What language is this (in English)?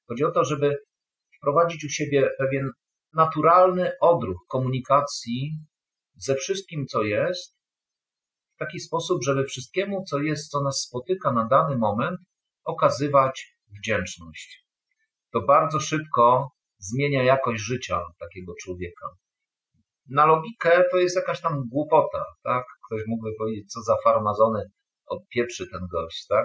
Polish